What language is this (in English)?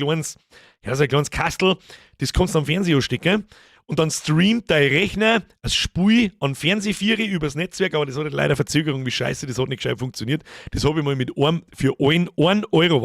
Bavarian